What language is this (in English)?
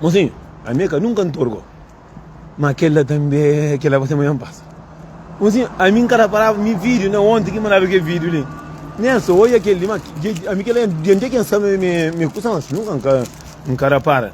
Kabuverdianu